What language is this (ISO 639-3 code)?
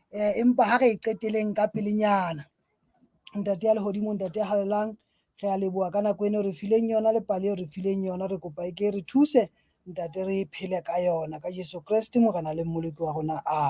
sot